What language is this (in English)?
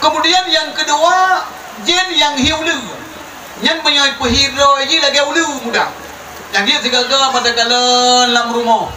Achinese